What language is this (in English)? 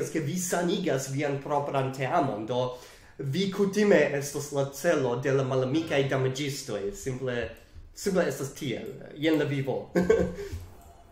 Esperanto